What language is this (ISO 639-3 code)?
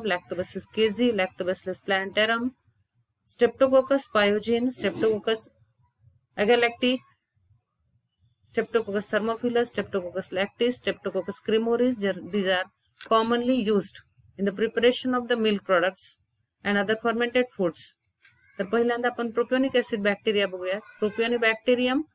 mar